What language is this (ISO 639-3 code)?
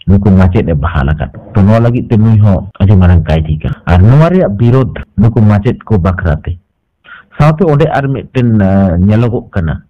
sat